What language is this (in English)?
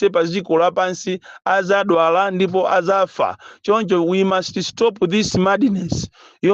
Nyanja